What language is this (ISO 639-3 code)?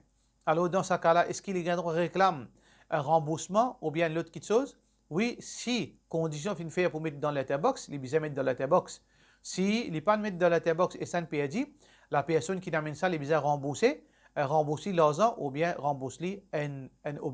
mfe